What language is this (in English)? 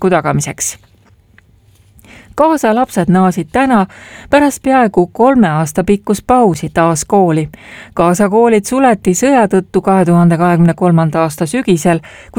Estonian